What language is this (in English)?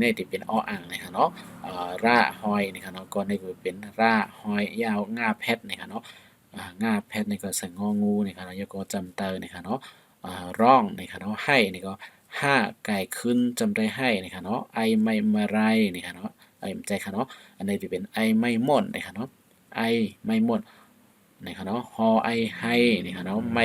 Shan